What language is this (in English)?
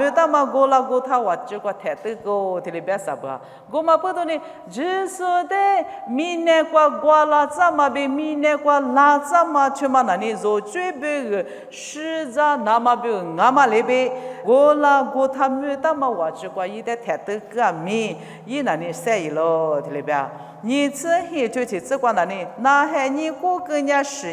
Lisu